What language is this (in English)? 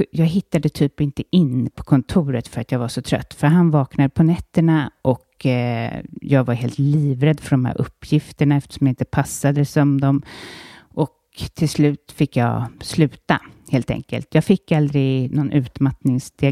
Swedish